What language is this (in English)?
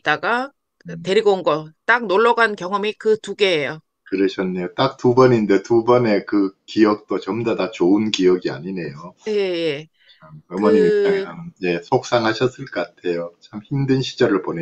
Korean